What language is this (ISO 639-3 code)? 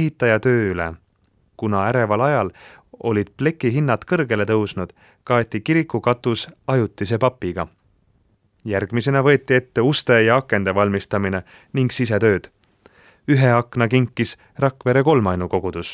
est